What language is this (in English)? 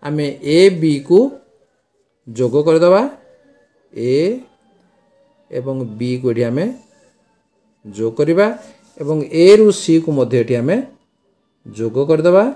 Odia